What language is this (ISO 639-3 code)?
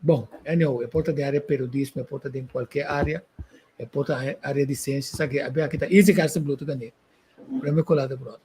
pap